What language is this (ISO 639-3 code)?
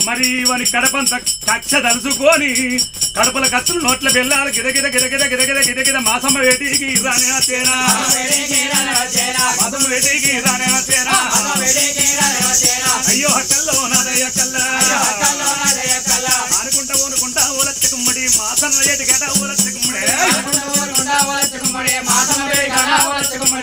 tel